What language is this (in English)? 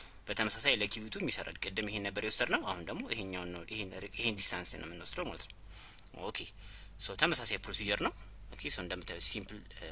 Amharic